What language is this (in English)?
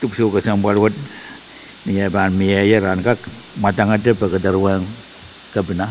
Pohnpeian